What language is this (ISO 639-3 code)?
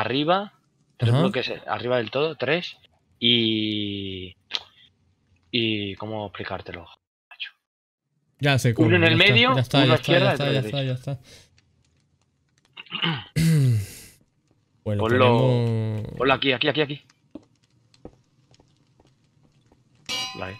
spa